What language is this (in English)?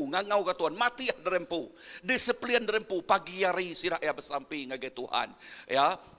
Iban